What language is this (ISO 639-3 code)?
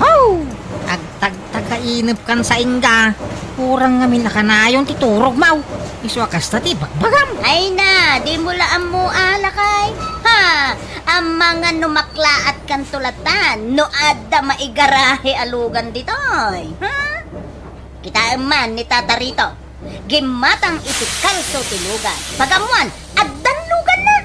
ilo